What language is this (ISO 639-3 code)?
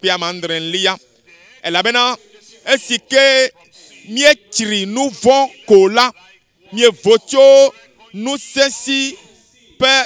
ewe